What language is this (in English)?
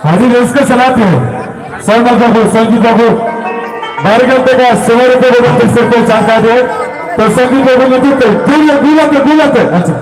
Santali